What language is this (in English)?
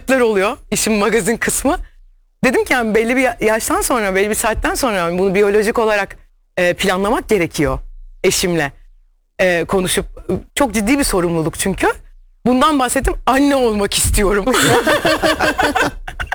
Turkish